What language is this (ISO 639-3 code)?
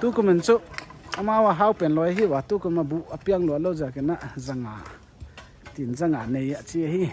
pck